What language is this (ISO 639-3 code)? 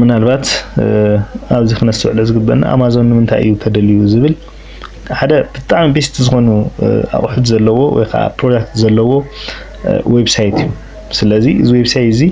tir